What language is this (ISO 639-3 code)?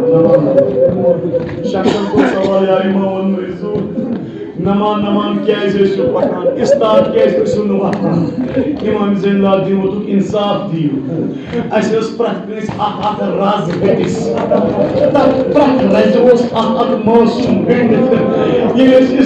kas